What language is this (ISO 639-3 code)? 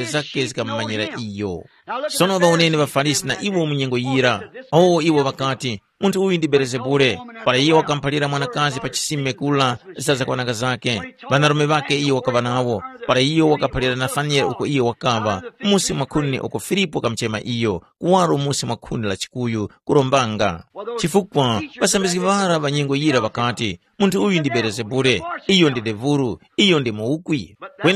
tum